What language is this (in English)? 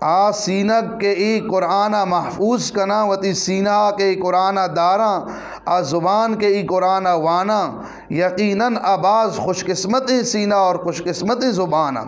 Eastern Balochi